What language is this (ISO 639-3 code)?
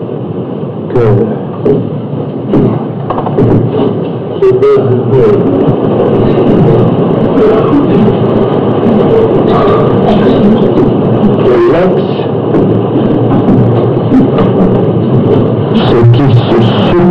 fra